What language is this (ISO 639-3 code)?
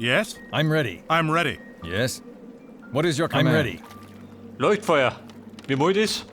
bar